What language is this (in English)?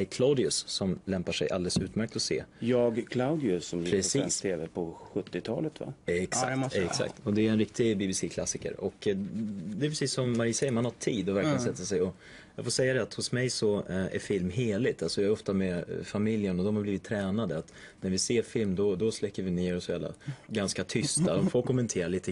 Swedish